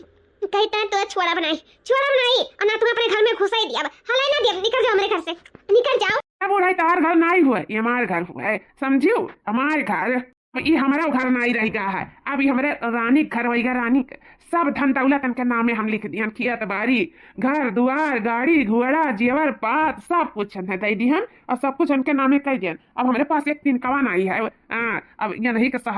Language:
Awadhi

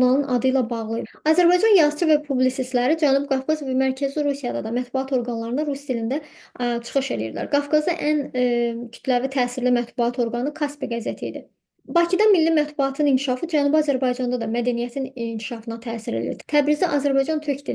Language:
Azerbaijani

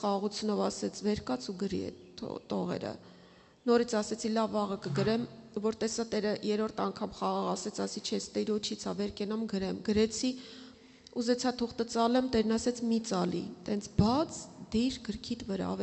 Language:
Armenian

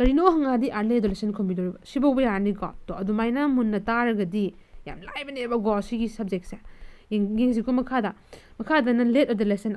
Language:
Manipuri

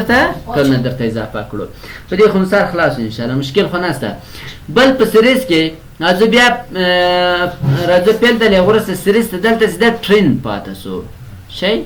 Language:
Pashto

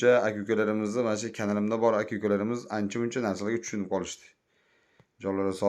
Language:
Uzbek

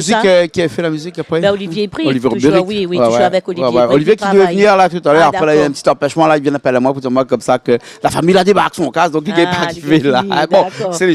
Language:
Réunion Creole French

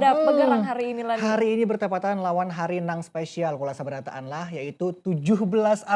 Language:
Banjar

